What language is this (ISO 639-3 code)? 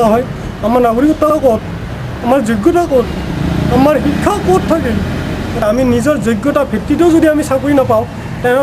asm